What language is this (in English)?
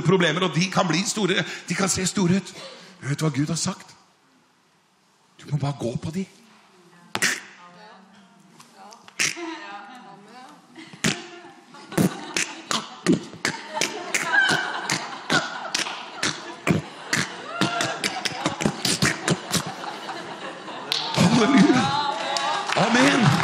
Norwegian